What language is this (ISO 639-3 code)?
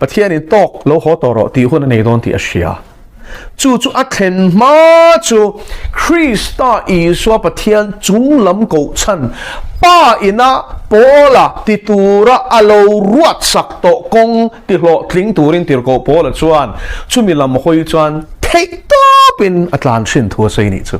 lus